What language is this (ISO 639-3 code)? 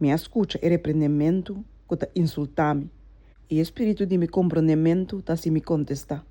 pap